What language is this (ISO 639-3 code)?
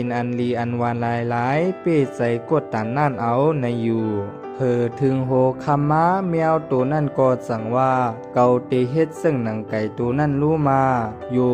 shn